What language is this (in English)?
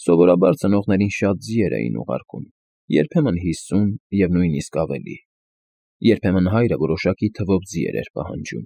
Armenian